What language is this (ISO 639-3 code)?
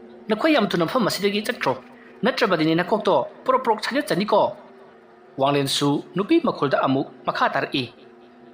mni